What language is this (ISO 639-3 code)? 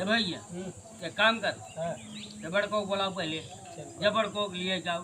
awa